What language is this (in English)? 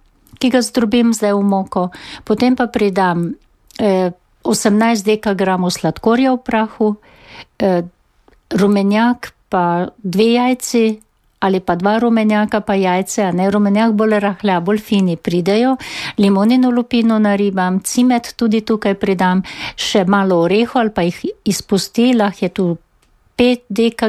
Slovenian